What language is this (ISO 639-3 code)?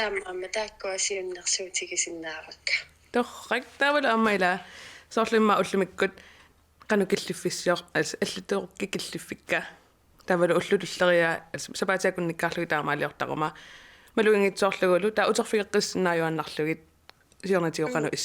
kal